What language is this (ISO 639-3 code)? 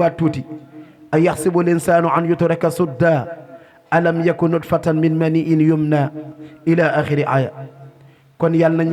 wol